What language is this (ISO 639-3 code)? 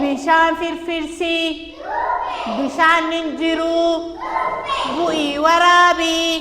orm